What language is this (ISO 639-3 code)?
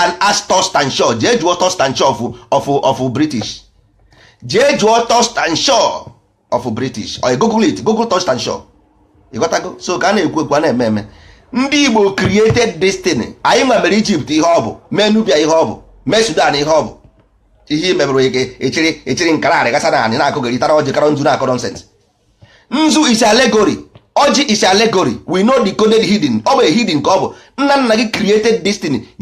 ibo